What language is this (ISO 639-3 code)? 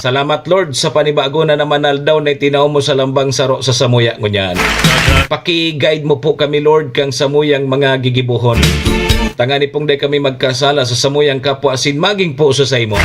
bik